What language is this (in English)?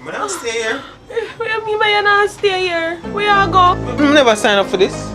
Jamaican Creole English